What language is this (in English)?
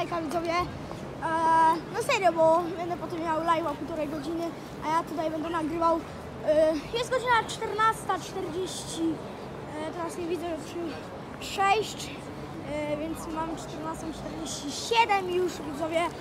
Polish